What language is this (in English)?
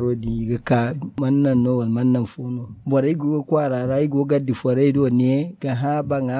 Zarma